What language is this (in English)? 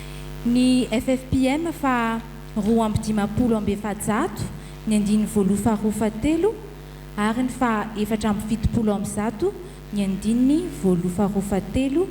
Malagasy